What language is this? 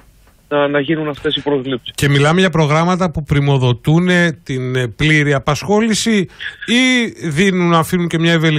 Greek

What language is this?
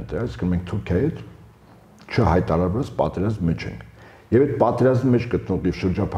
Armenian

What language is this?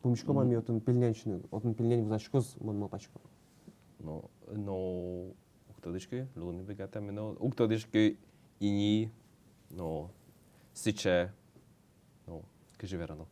Udmurt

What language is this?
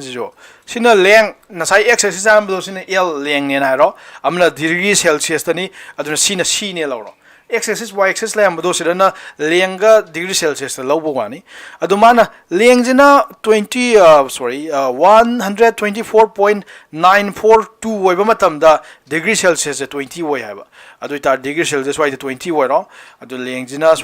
Manipuri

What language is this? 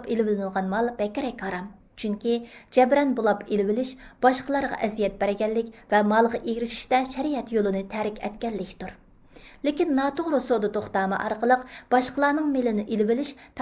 Uyghur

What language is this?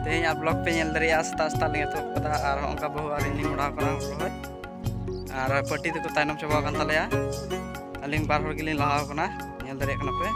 Santali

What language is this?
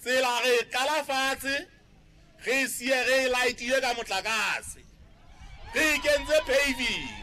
Southern Sotho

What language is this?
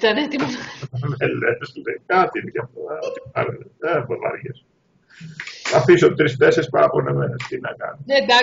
Greek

